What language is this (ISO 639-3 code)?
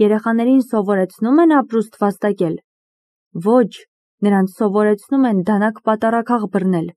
hye